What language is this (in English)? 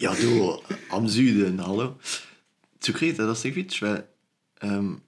Luxembourgish